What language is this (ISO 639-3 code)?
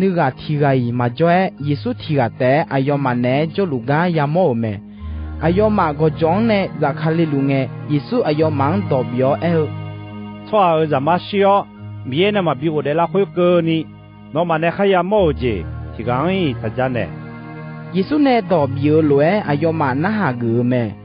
ahk